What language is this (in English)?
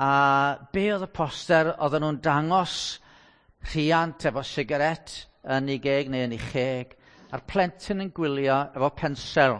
Welsh